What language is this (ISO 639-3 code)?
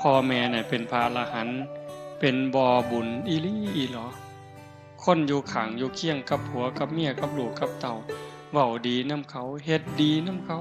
tts